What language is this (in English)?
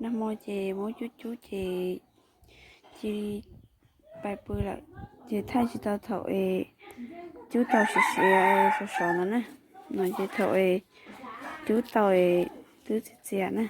Hmong